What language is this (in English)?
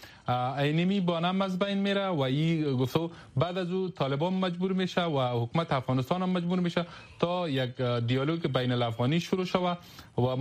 Persian